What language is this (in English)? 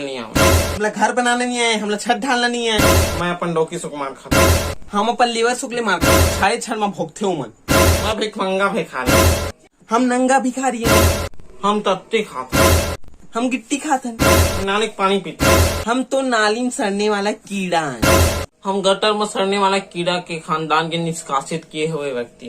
Chhattisgarhi